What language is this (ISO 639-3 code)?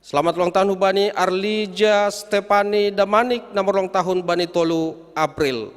bts